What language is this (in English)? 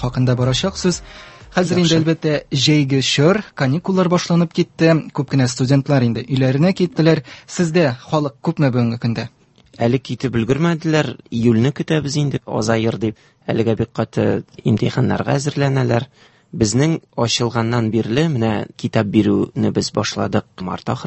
Tatar